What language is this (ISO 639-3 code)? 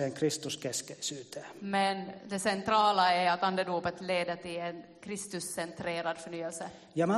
fin